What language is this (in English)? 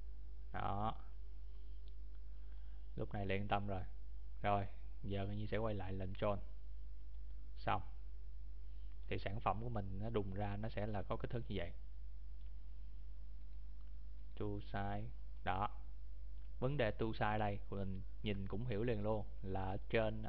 Vietnamese